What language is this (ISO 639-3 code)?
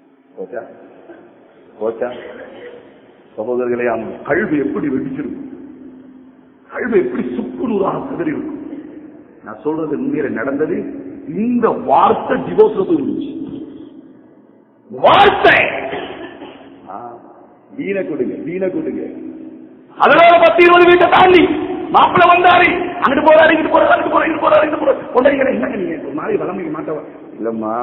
tam